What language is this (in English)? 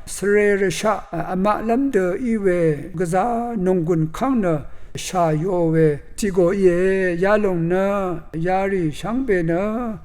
Rawang